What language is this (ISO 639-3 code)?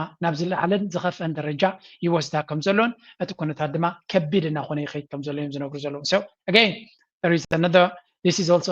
tir